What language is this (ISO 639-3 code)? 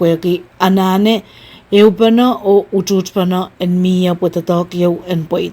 pon